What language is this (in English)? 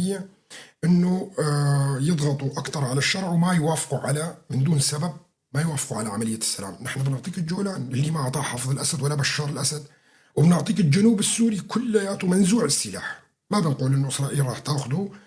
North Levantine Arabic